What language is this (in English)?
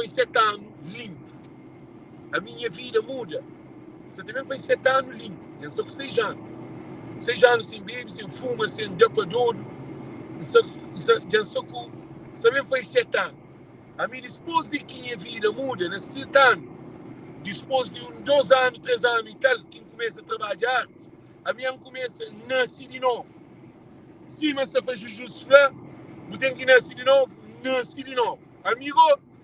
Kabuverdianu